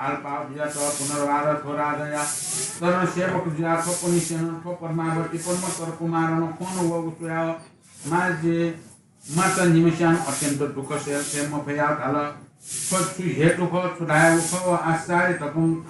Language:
Newari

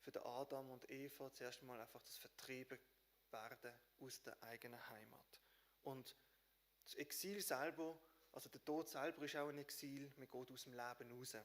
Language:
Swiss German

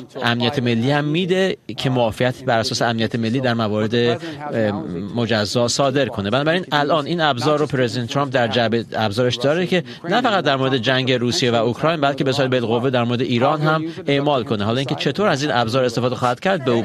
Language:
Persian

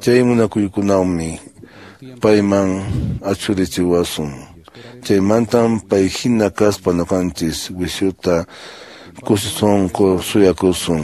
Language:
Quechua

